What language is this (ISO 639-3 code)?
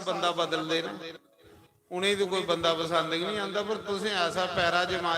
doi